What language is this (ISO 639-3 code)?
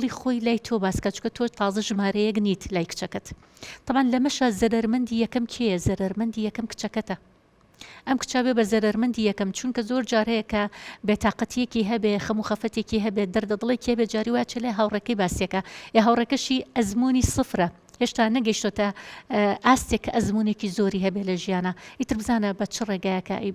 ckb